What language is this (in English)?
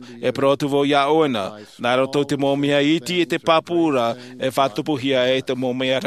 Tahitian